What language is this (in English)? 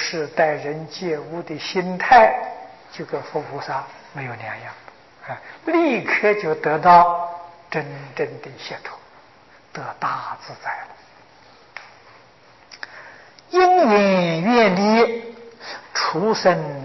Chinese